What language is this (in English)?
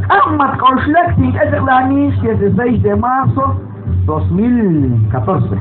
Kekchí